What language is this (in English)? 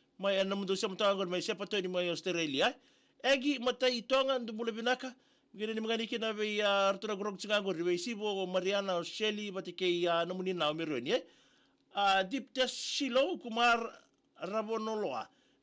Fijian